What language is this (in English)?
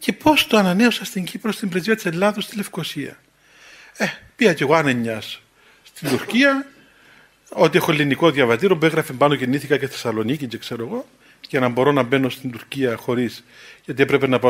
Greek